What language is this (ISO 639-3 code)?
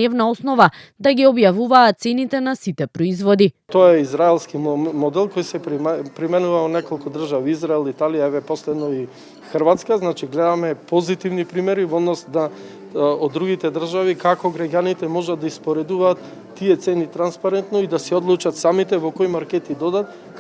mkd